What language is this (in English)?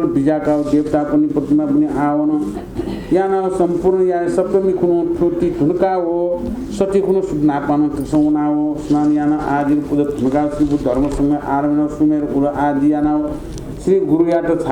Newari